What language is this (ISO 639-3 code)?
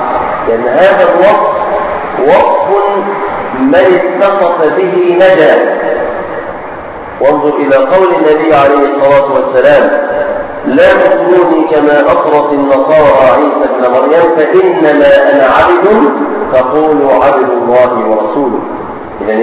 ara